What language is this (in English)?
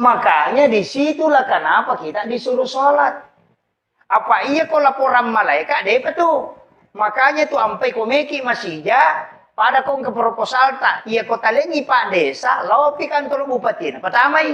Buginese